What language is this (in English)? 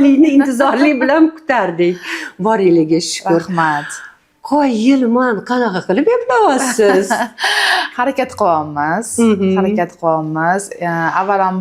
Uzbek